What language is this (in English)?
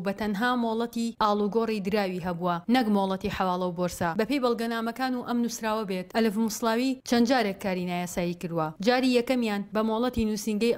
Central Kurdish